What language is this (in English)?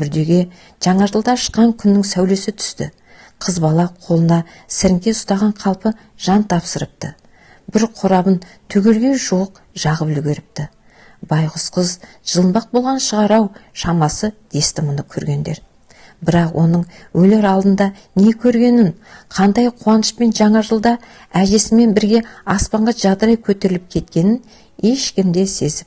Kazakh